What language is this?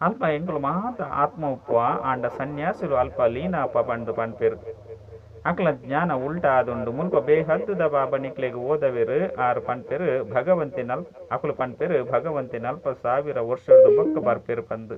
Tulu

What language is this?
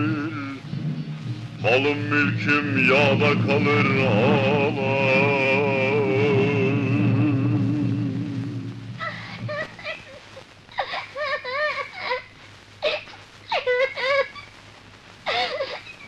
Turkish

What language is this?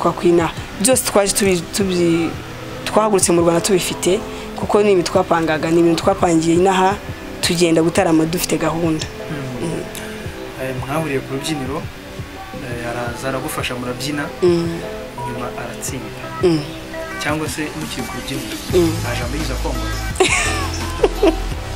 Kinyarwanda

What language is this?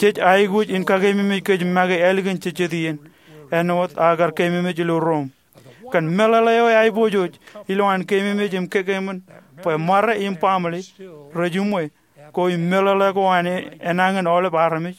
Marshallese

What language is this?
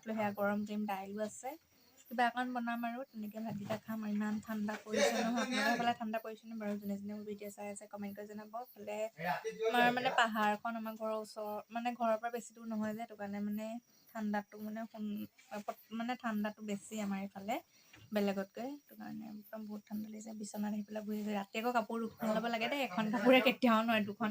Assamese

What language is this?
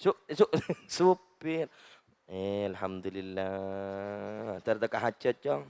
Madurese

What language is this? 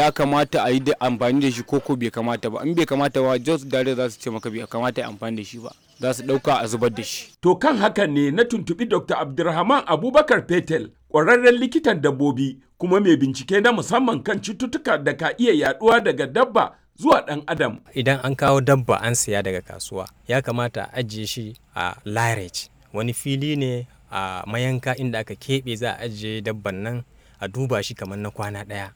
Hausa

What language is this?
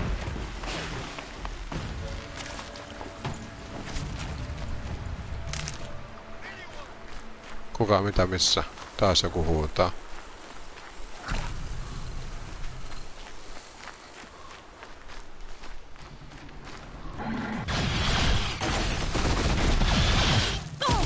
Finnish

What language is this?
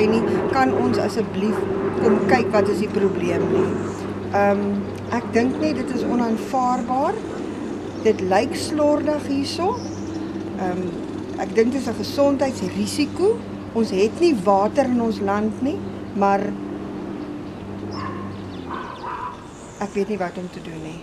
Afrikaans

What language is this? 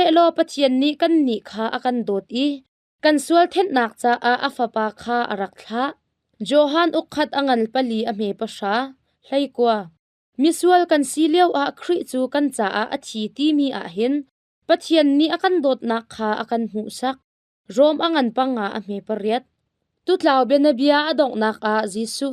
Hakha Chin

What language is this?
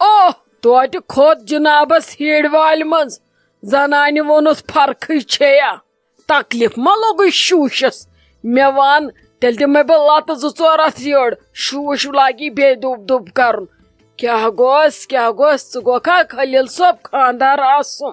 Kashmiri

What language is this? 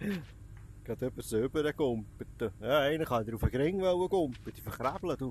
Swiss German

